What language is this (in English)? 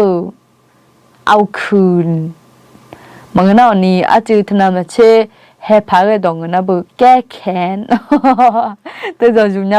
Akha